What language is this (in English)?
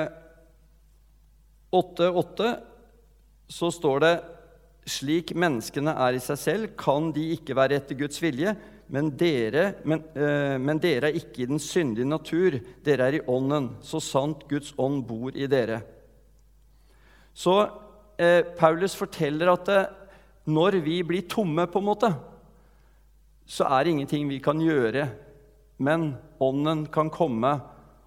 Norwegian